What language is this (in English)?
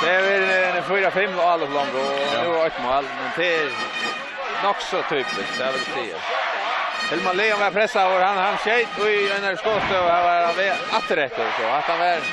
Faroese